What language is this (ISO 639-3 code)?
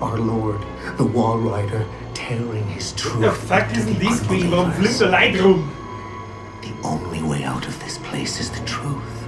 bar